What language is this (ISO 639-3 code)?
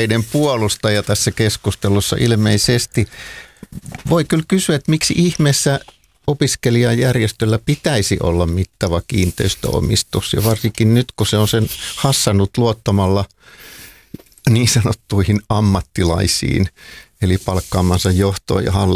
fin